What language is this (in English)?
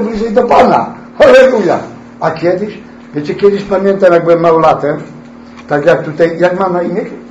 Polish